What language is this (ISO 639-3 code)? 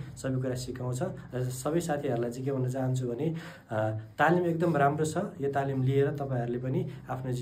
nep